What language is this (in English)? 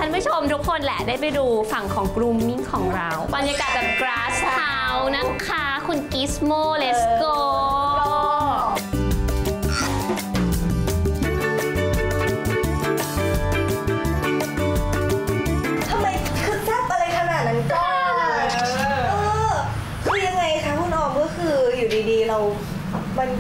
Thai